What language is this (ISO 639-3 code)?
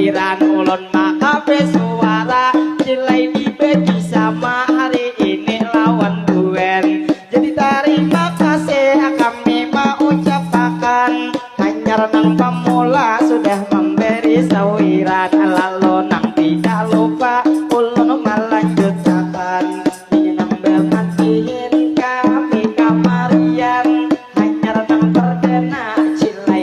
bjn